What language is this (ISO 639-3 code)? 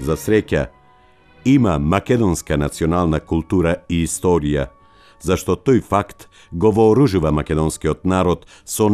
mkd